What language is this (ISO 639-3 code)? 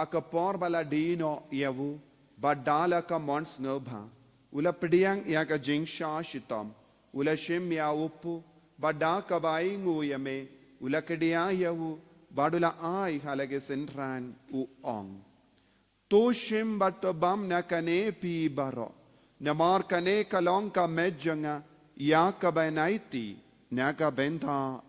kha